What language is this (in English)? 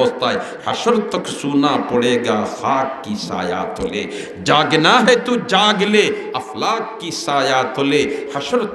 Sylheti